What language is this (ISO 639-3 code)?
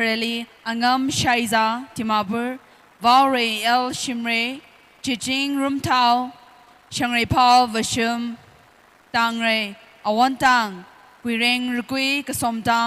nmf